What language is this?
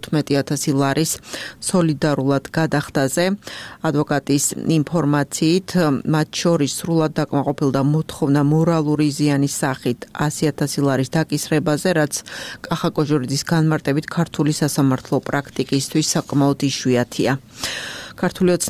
Georgian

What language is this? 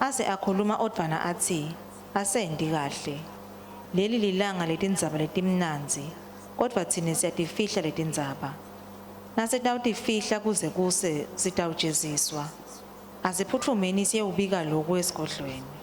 Swati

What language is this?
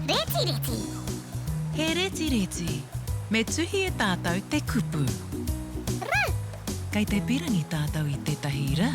Māori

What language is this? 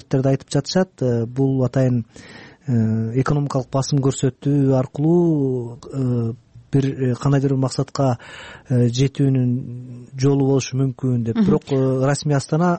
Kyrgyz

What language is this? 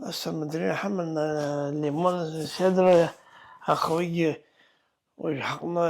Abkhazian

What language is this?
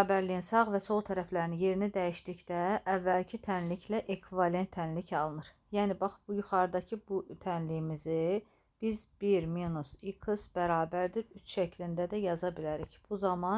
Azerbaijani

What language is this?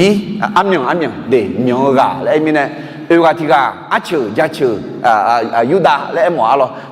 Akha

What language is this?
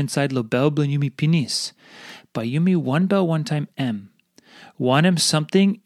Tok Pisin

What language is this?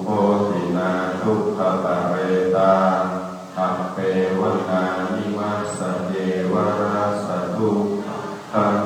Pali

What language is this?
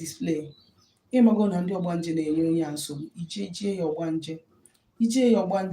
Igbo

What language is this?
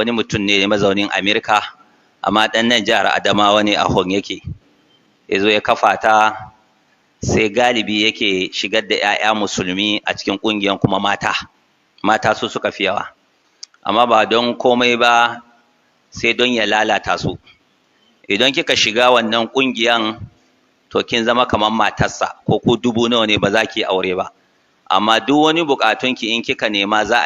Hausa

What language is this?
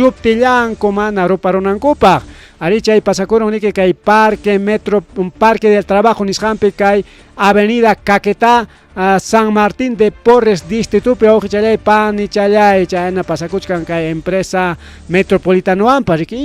Ayacucho Quechua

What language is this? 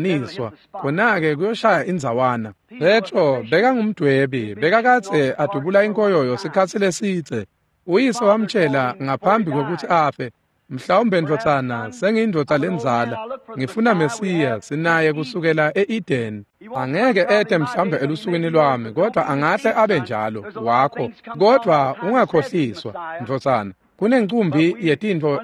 Swati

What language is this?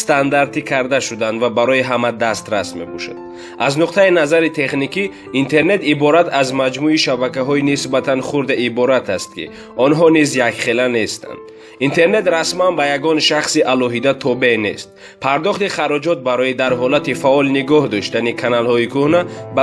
Tajik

